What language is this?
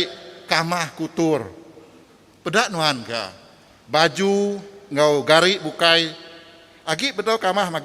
Iban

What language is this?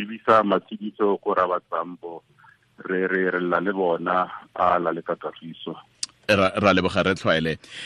Tswana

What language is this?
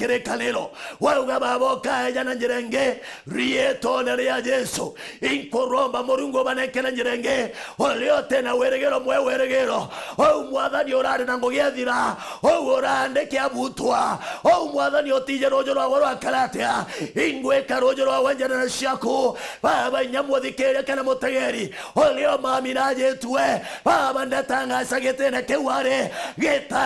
Meru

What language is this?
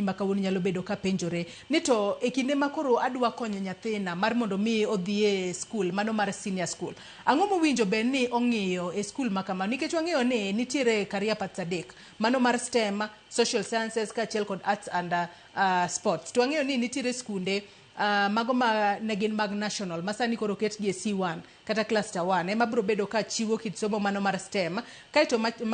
Luo (Kenya and Tanzania)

